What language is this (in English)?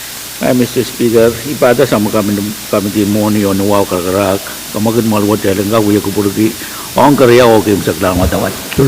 Pohnpeian